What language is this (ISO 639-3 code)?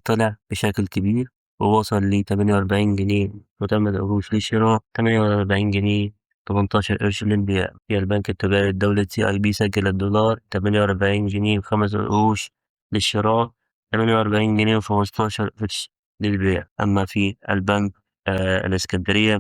arz